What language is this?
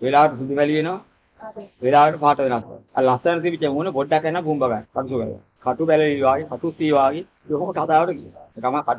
Sinhala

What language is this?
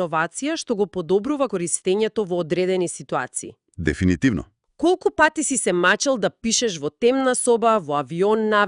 Macedonian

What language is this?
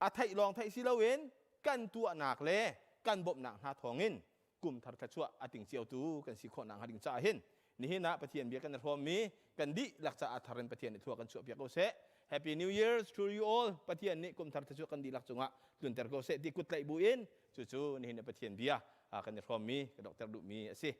Hakha Chin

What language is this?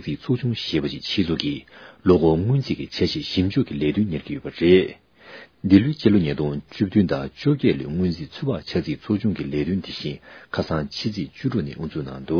Tibetan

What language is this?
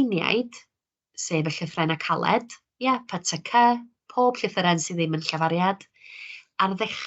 Welsh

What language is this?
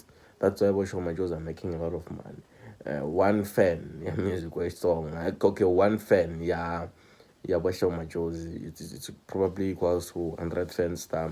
Tsonga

